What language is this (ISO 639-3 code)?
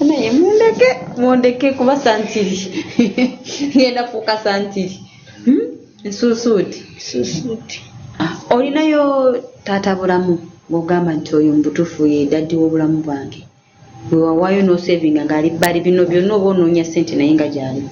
lug